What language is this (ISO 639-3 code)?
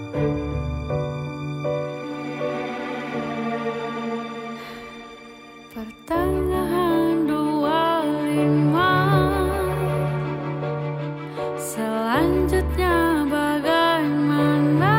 ind